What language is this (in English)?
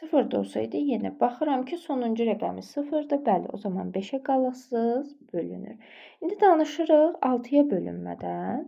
Azerbaijani